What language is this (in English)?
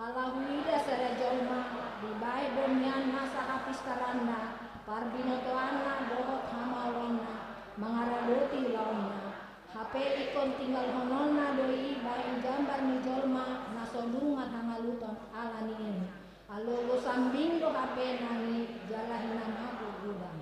Batak Toba